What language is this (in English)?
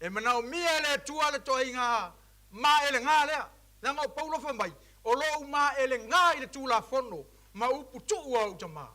Samoan